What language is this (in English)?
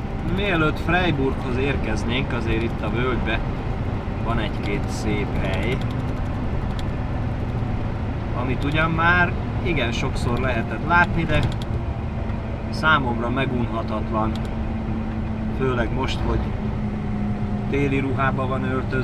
Hungarian